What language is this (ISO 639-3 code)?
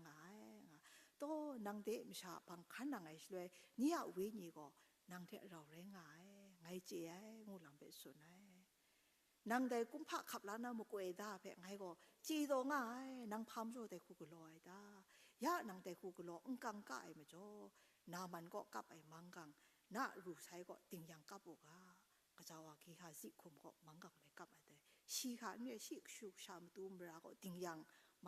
kac